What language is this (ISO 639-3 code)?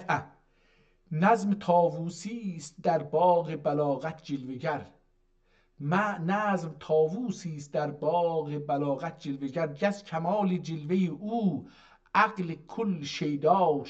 azb